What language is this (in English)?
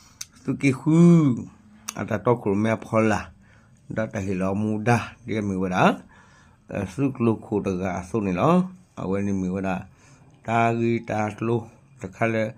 S'gaw Karen